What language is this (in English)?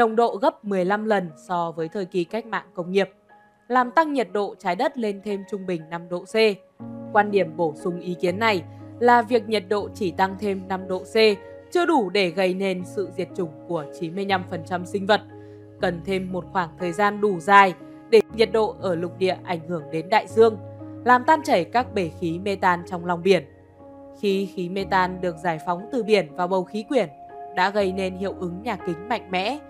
Vietnamese